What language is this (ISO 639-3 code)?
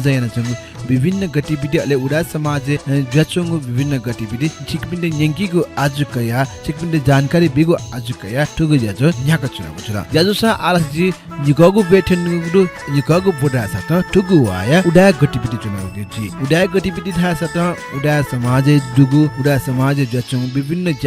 new